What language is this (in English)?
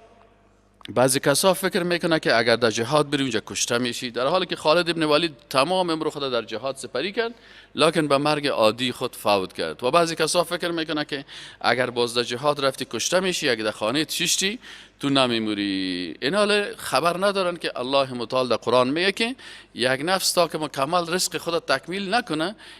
Persian